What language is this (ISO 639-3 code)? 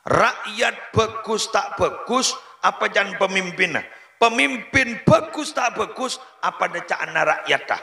mad